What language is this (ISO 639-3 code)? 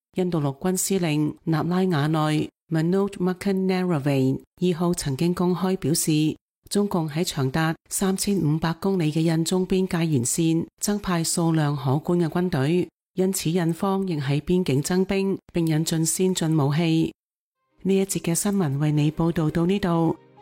yue